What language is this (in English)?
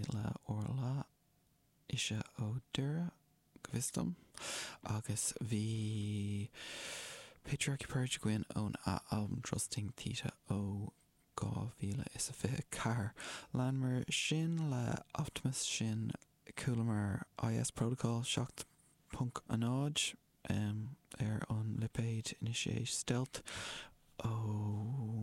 Irish